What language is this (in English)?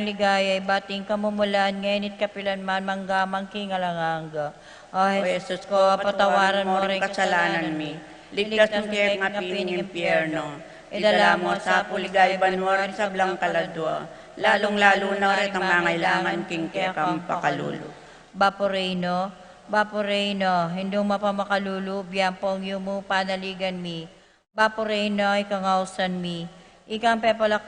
Pampanga